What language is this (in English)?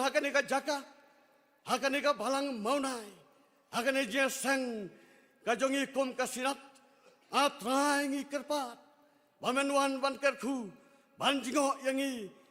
Khasi